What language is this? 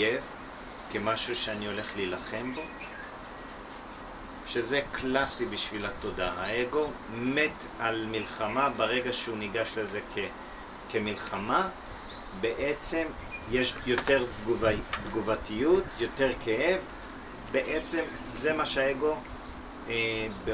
Hebrew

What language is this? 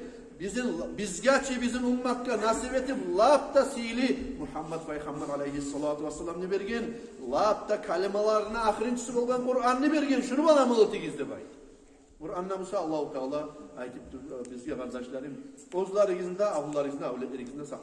Kumyk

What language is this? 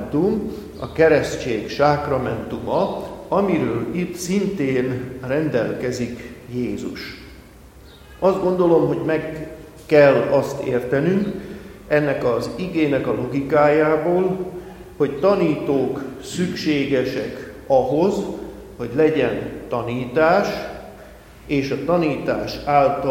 Hungarian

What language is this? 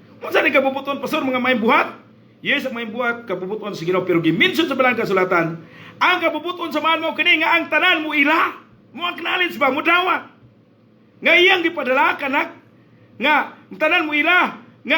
Cebuano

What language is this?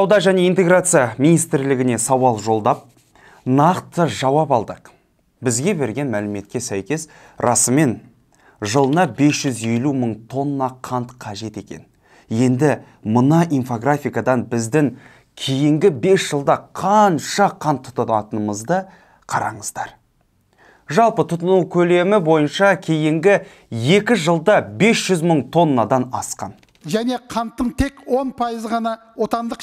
Kazakh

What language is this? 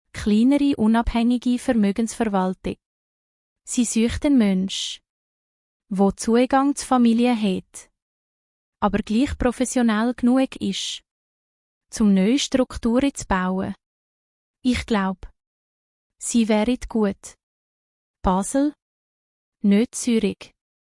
Swiss German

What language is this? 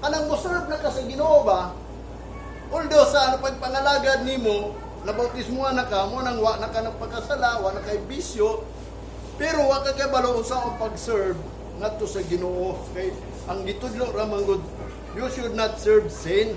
Cebuano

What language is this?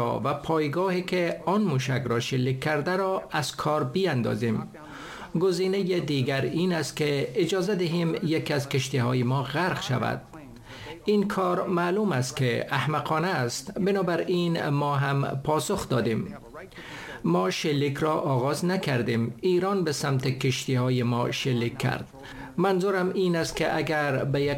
Persian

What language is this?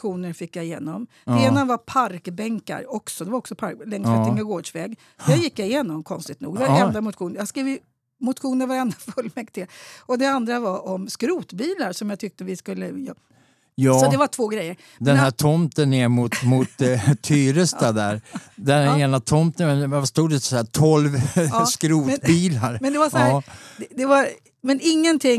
Swedish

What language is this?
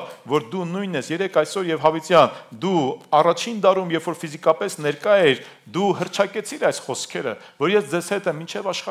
Armenian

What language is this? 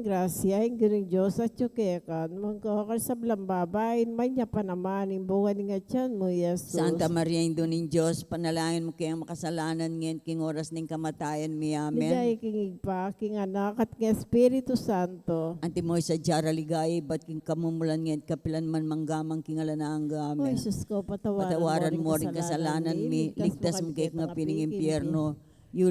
Pampanga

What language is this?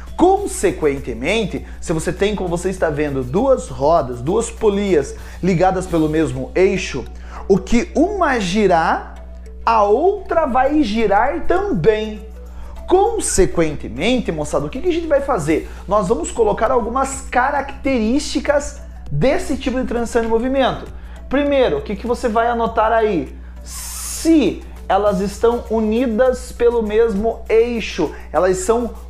Portuguese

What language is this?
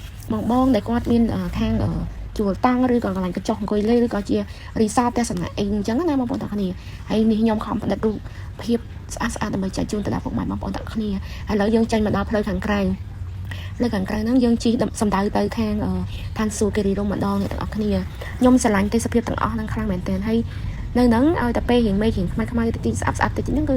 Khmer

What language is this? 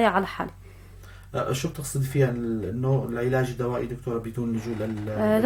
North Levantine Arabic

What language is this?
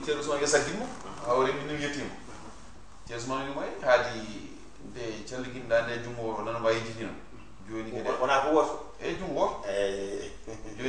Fula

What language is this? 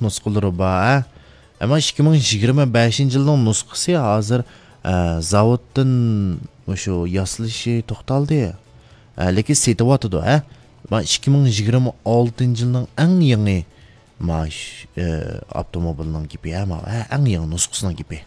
Uyghur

